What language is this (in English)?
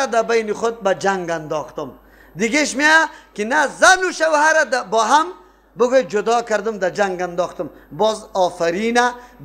Persian